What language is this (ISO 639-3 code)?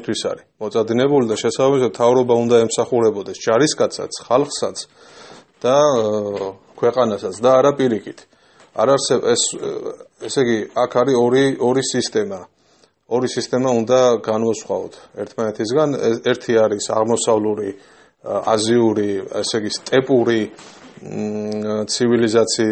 kat